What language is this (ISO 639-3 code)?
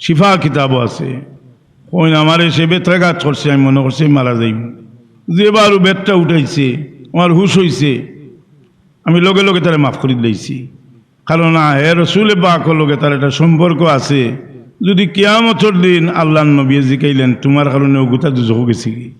syl